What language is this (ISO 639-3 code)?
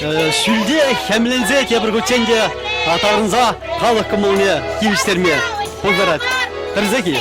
chv